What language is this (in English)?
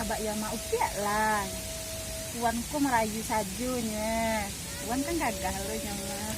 Minangkabau